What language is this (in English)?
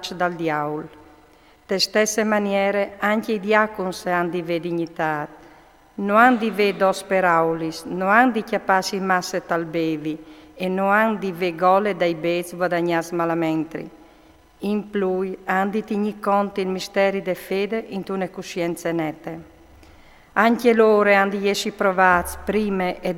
Friulian